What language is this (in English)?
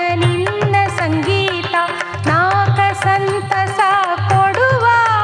Kannada